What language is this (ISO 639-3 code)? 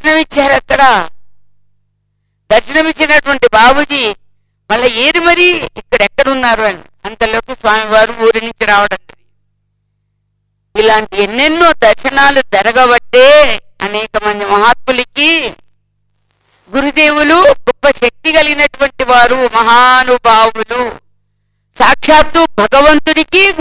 tel